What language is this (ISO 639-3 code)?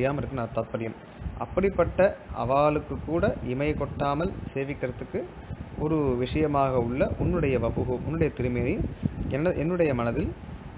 tam